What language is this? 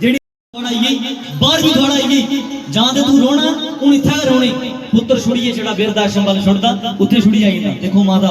Dogri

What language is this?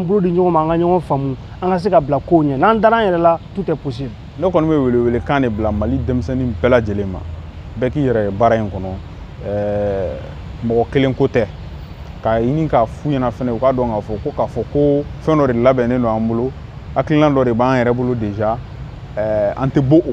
Bambara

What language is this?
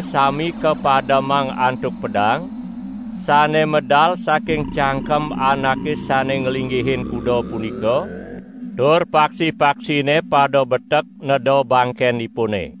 Balinese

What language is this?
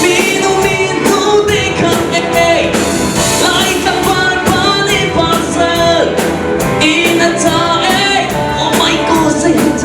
Hakha Chin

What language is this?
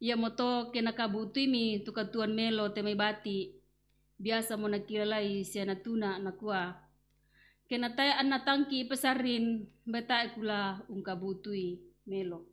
Toraja-Sa'dan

